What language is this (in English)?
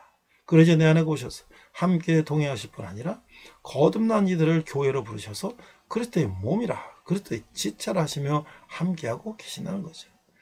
Korean